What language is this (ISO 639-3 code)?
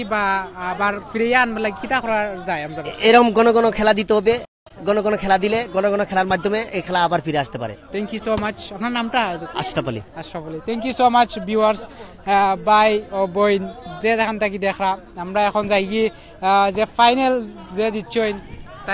syl